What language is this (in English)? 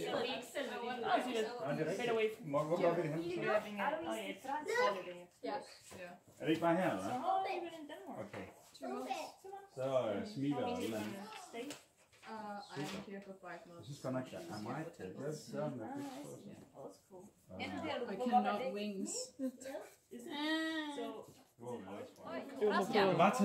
Danish